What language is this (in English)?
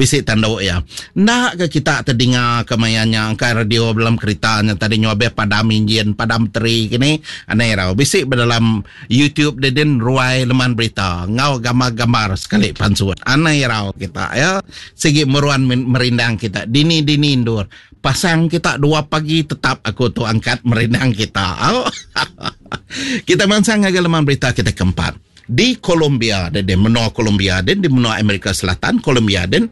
Iban